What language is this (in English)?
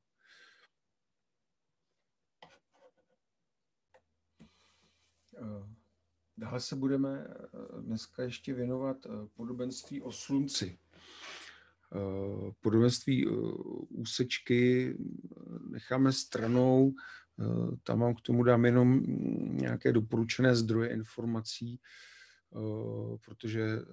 Czech